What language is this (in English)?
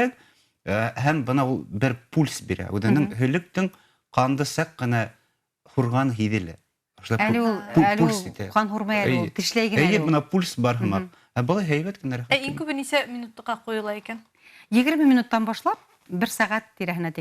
Bashkir